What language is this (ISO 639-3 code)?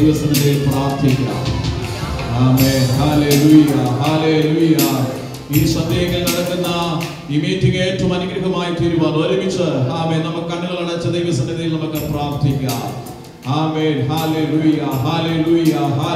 mal